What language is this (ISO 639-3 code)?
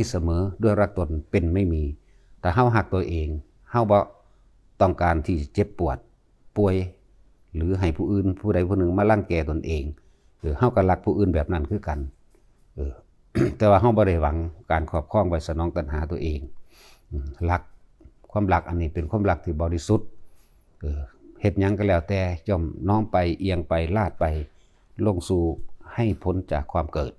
tts